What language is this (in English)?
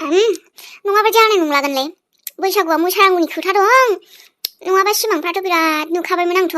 Bodo